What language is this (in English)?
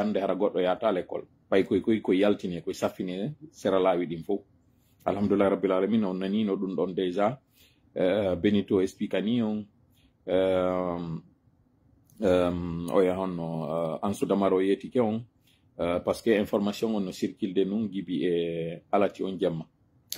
Pular